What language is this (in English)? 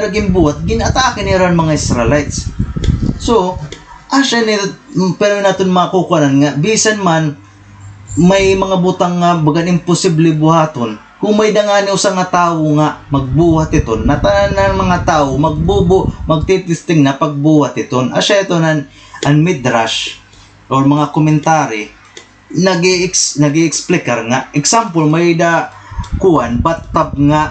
Waray